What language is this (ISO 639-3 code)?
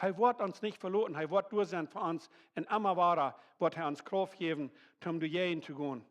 pdt